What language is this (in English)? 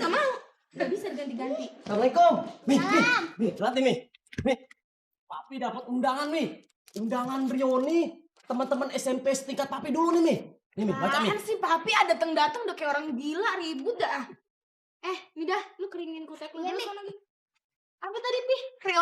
Betawi